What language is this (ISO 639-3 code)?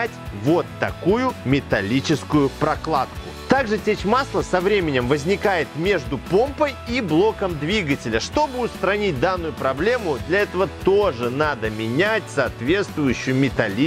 rus